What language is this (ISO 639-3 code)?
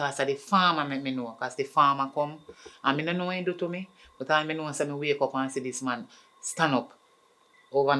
jam